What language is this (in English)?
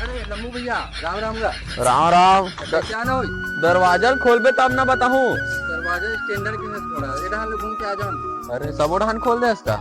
Chhattisgarhi